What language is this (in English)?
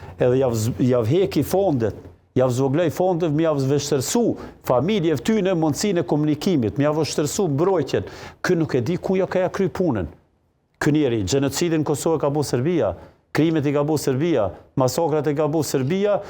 Albanian